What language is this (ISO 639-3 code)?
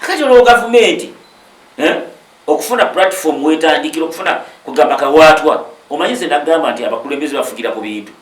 lug